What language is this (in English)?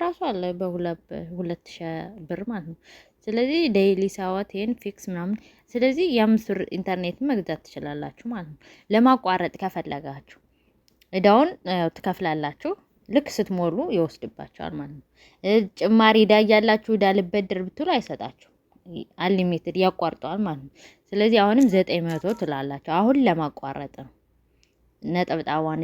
Amharic